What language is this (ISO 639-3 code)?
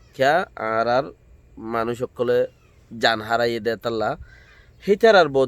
rhg